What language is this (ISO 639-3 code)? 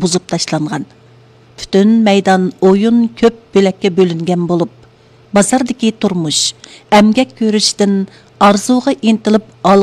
uig